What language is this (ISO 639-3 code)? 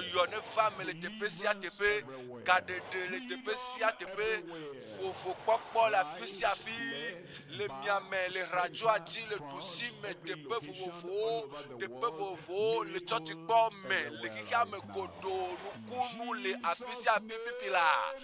ewe